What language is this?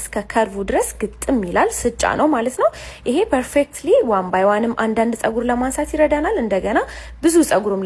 Amharic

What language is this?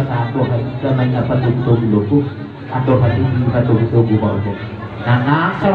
Batak Toba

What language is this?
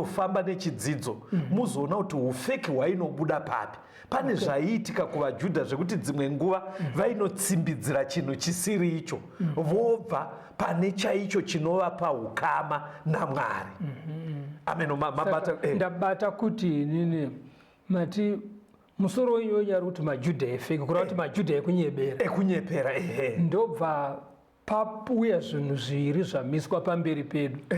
Shona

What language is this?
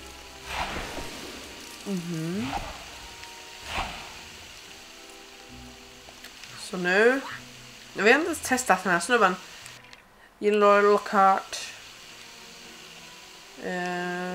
Swedish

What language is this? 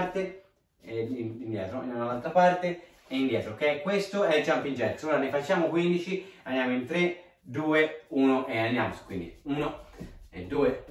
Italian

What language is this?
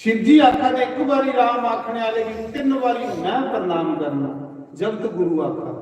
Dogri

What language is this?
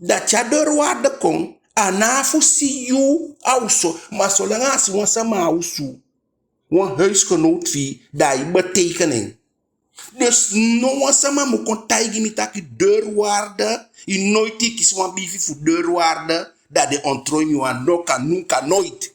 Eastern Maroon Creole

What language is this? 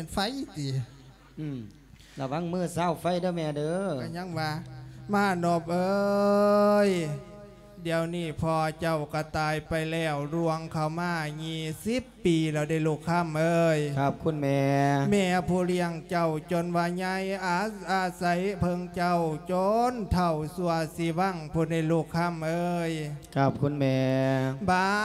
Lao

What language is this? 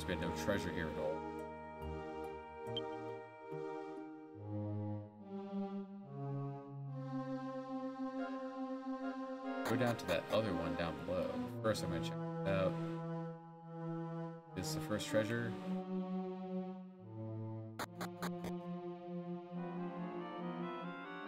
English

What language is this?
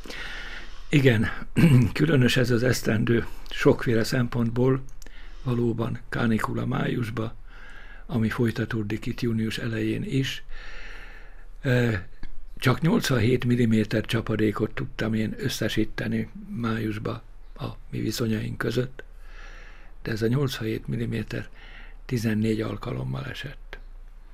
Hungarian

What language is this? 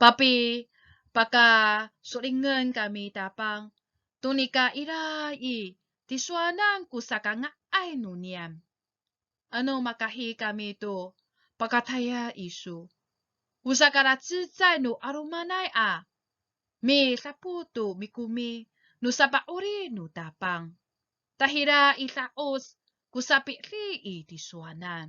Amis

